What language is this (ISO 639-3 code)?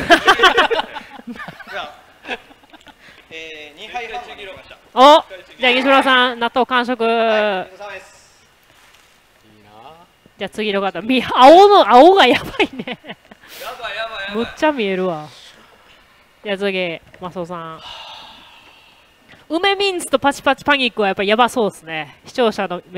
jpn